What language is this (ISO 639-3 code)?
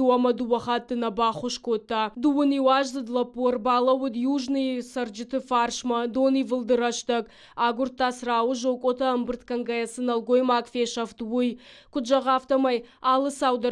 oss